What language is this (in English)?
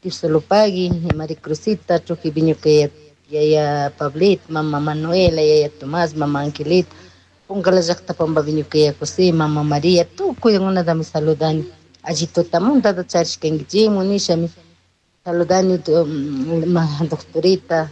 Chimborazo Highland Quichua